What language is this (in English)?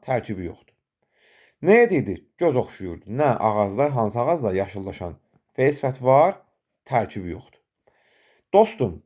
Azerbaijani